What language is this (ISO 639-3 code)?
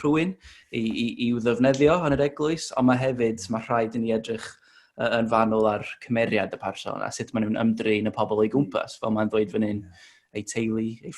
cym